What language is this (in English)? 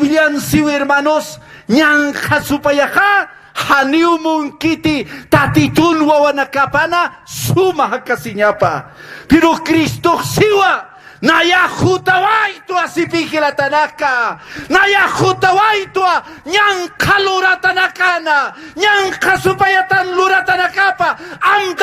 Aymara